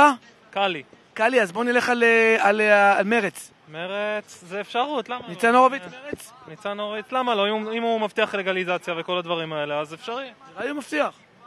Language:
Hebrew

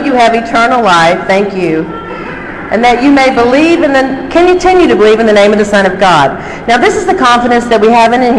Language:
English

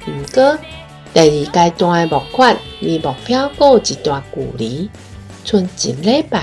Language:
Min Nan Chinese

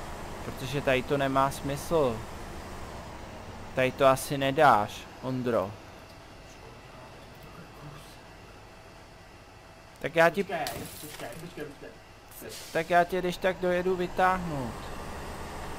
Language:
Czech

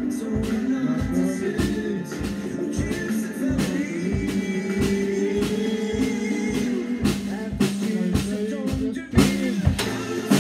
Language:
Swedish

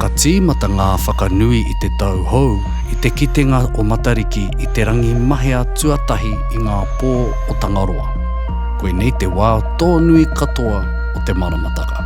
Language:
Māori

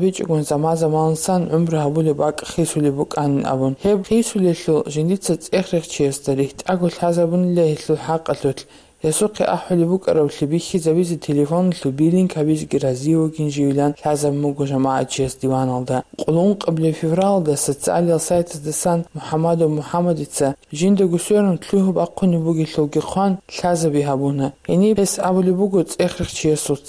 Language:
Avaric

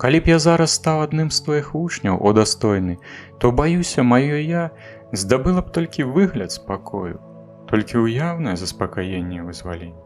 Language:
Belarusian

